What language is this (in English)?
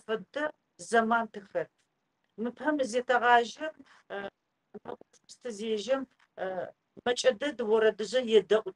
Adyghe